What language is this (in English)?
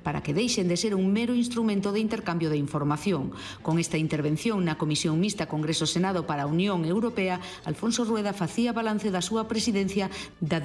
Galician